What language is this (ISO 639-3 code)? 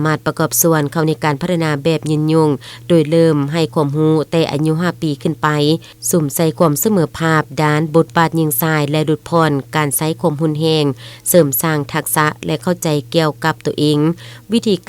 lao